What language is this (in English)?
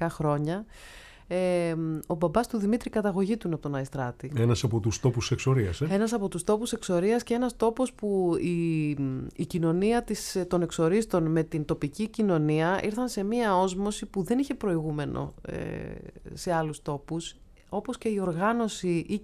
Greek